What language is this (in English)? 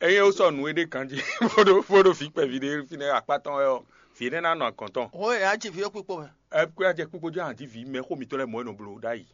Fon